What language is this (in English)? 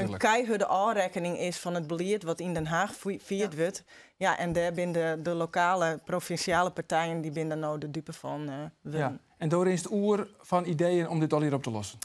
Western Frisian